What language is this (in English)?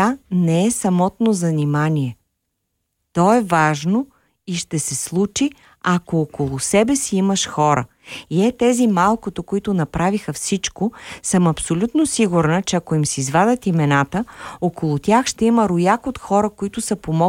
Bulgarian